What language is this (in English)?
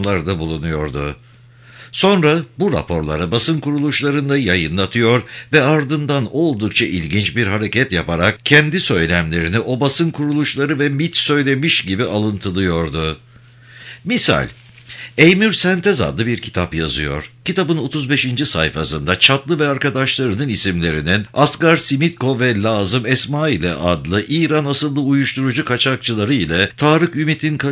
Turkish